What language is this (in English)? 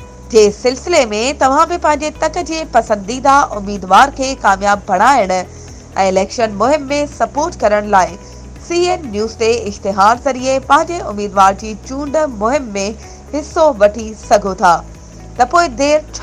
Sindhi